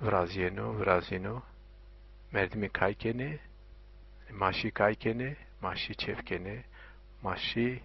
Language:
Zaza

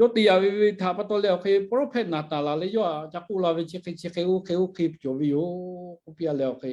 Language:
Lahu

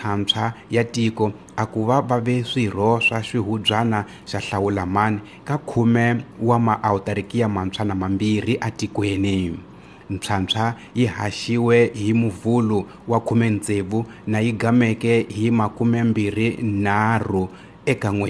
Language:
Tsonga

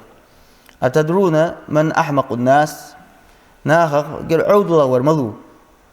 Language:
Ingush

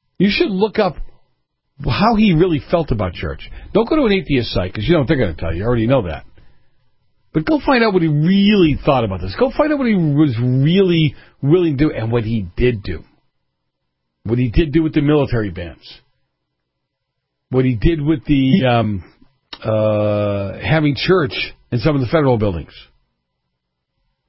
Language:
English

